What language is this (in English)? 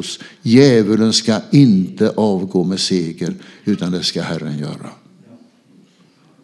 Swedish